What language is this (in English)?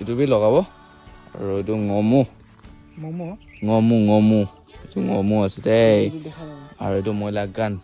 Naga Pidgin